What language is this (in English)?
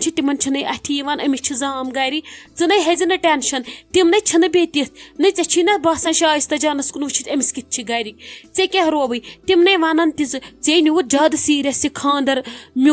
Kashmiri